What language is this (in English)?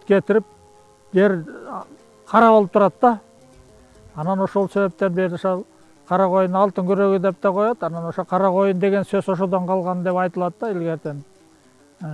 Kyrgyz